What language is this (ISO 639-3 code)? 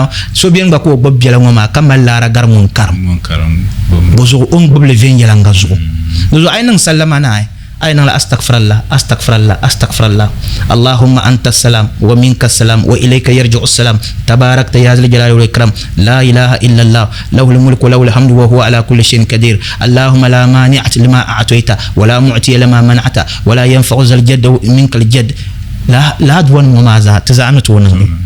dag